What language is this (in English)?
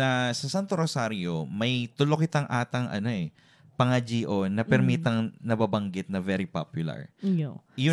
Bikol